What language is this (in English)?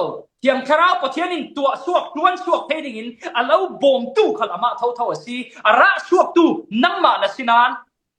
Falam Chin